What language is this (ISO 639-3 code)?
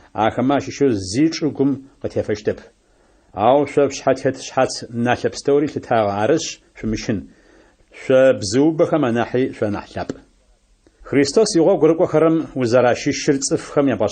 ady